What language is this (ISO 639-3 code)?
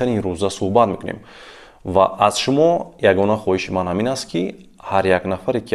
tgk